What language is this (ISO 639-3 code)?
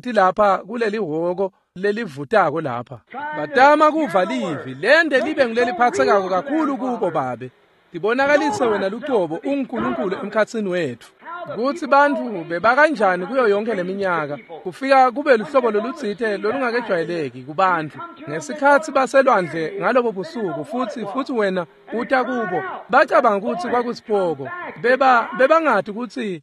ssw